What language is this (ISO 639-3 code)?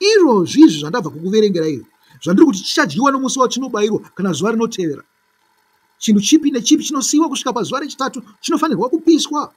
sna